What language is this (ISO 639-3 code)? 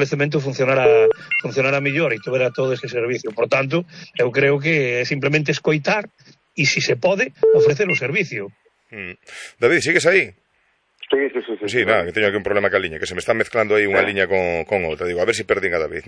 glg